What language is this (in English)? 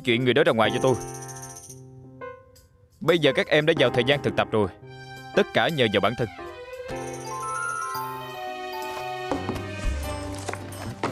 Vietnamese